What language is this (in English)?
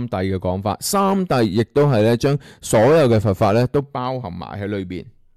Cantonese